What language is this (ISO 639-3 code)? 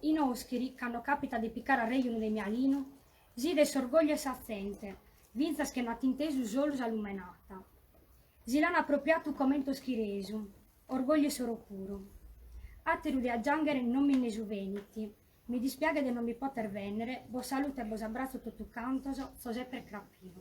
srd